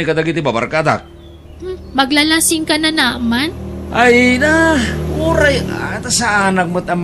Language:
Iloko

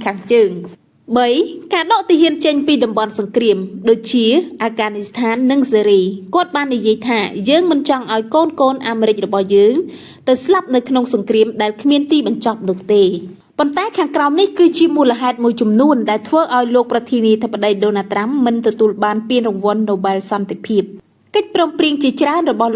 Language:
Khmer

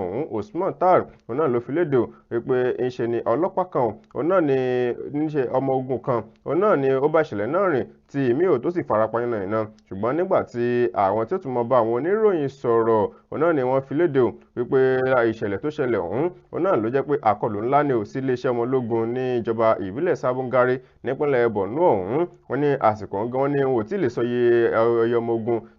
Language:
Yoruba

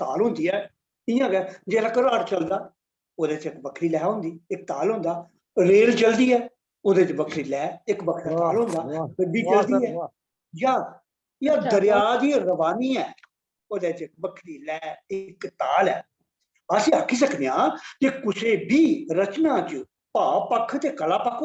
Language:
Dogri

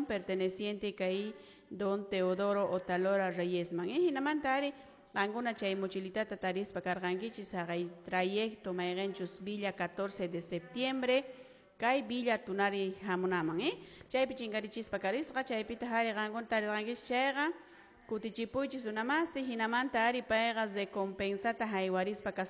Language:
Quechua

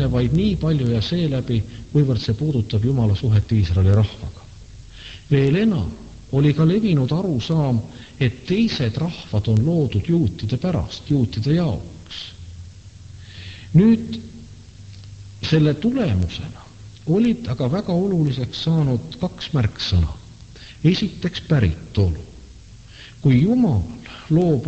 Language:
Estonian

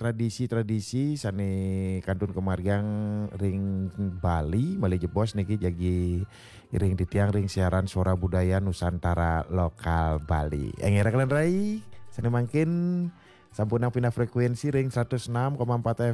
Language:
Balinese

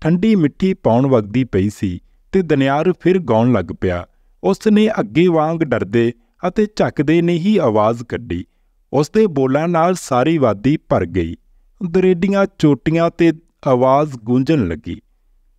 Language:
Punjabi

